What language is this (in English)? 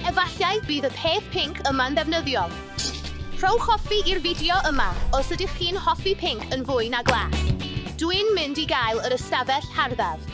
Welsh